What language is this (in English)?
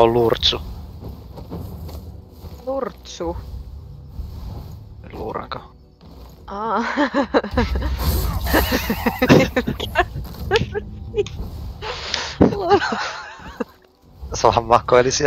Finnish